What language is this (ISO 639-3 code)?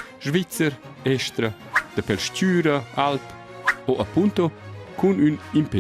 roh